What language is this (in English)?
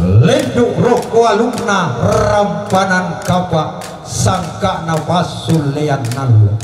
Toraja-Sa'dan